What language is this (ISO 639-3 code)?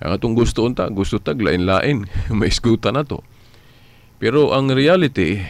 ceb